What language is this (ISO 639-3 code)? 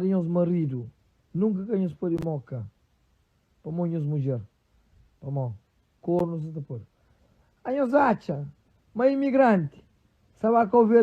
kea